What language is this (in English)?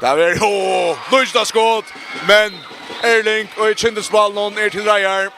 Faroese